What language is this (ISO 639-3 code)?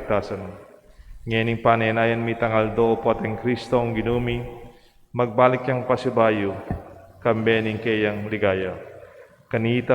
pam